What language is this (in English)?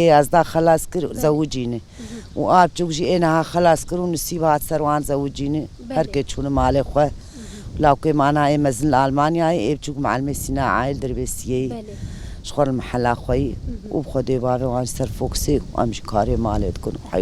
Kurdish